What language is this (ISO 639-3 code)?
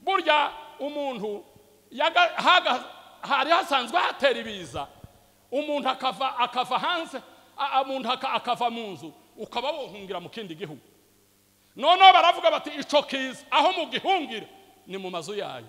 run